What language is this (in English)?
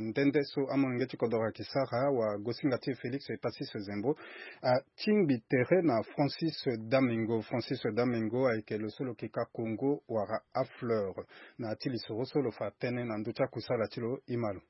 Sango